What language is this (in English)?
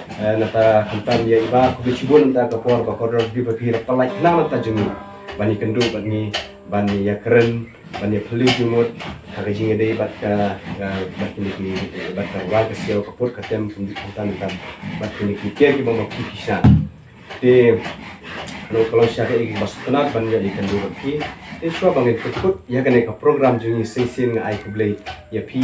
Khasi